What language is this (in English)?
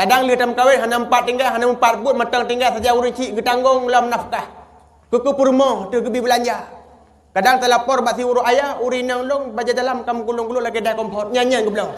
Achinese